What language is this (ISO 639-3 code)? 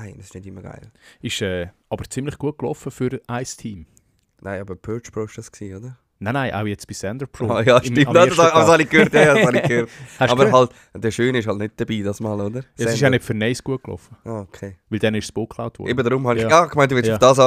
gsw